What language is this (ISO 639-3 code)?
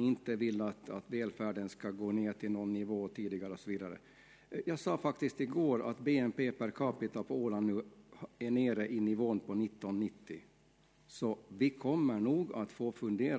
swe